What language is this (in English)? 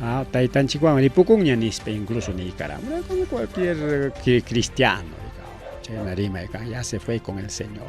Ayacucho Quechua